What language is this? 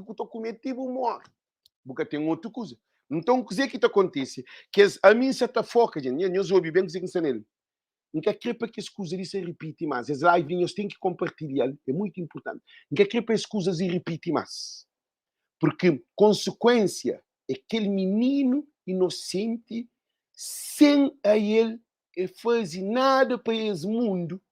Kabuverdianu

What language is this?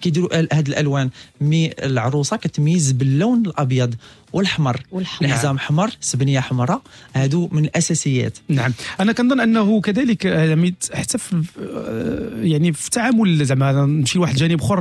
Moroccan Arabic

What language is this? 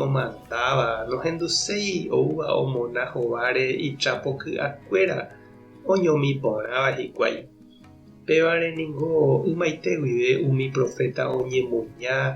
Guarani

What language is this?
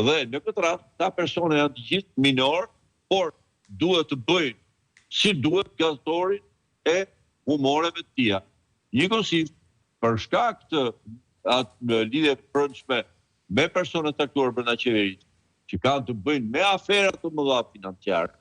Albanian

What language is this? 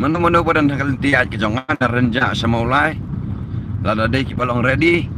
Khasi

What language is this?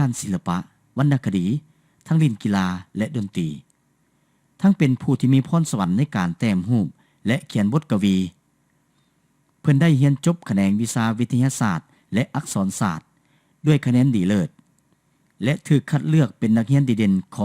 Lao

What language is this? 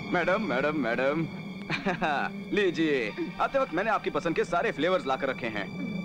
Hindi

